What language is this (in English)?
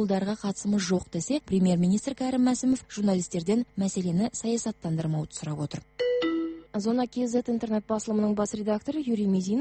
Kazakh